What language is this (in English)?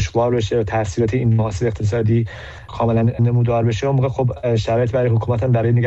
Persian